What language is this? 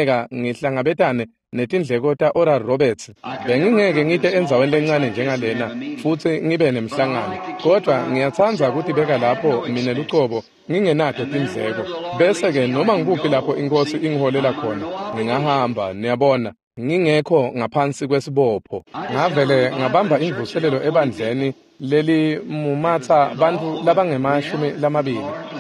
Swati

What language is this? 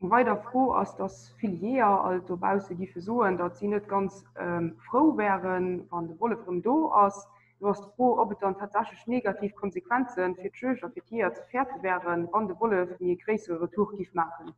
Luxembourgish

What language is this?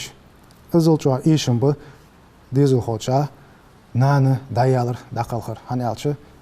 Ingush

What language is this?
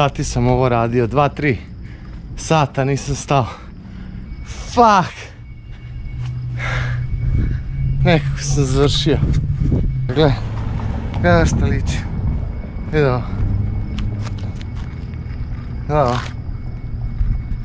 Croatian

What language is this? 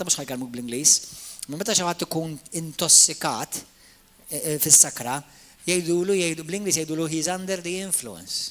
Maltese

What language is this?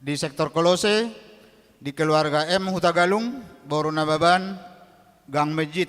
Batak Toba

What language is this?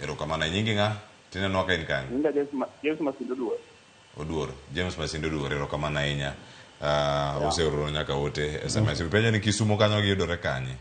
Luo (Kenya and Tanzania)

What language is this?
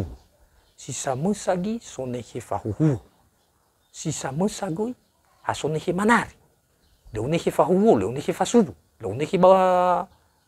Nias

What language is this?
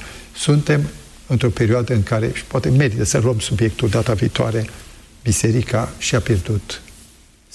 Romanian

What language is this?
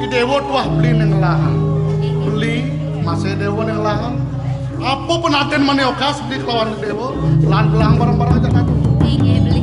Balinese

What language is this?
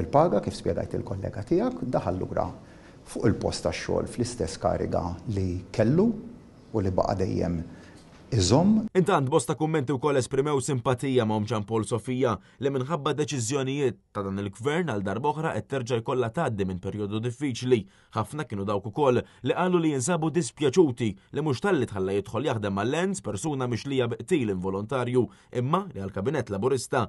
Maltese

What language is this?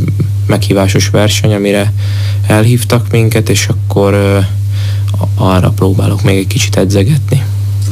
Hungarian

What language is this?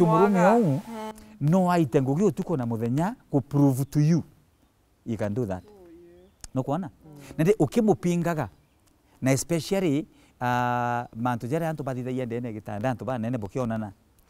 Meru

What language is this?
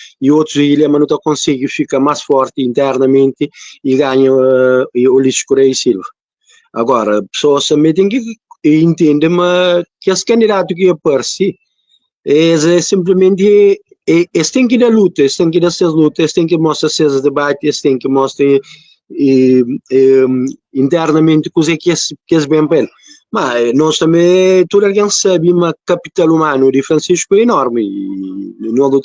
Kabuverdianu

